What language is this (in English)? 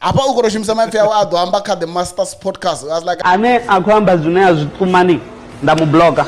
Venda